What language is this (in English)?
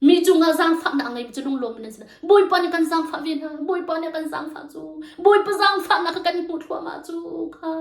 Hakha Chin